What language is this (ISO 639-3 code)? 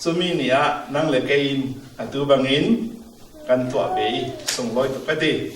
cfm